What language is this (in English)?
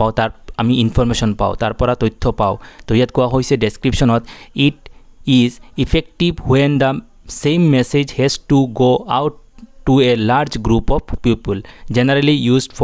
Assamese